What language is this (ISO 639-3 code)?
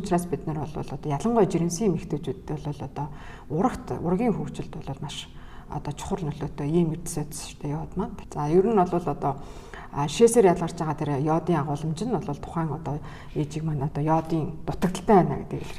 mon